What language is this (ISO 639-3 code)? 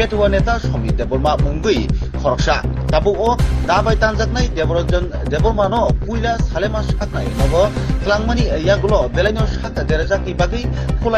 trp